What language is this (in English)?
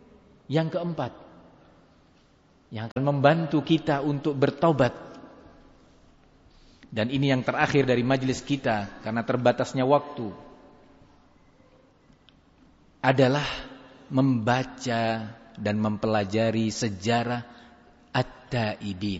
Indonesian